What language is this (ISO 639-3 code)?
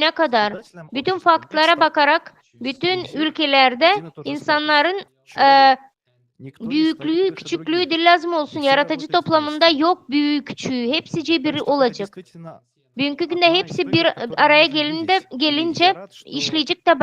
gag